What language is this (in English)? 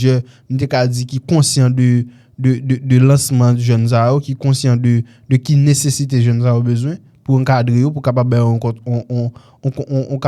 Haitian Creole